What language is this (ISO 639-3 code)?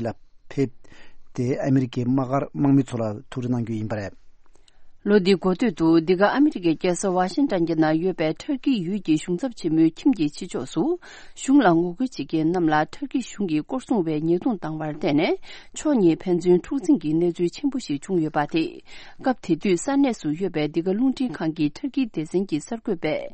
bod